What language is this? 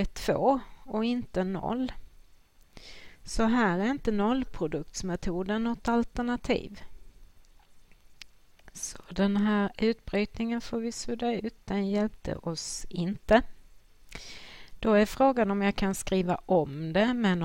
Swedish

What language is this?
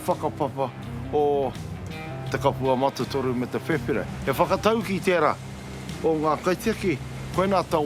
Māori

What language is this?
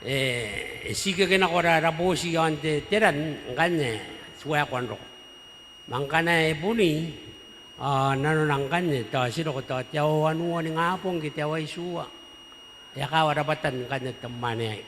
Gilbertese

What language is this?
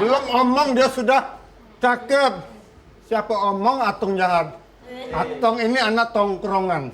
Musi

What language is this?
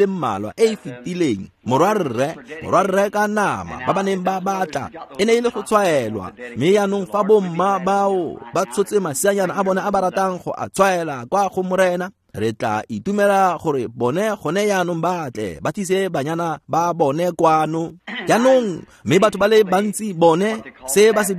Tswana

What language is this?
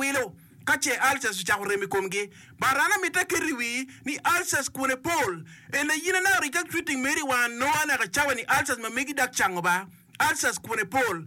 Acoli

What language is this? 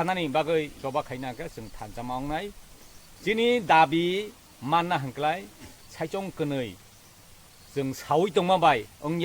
Kok Borok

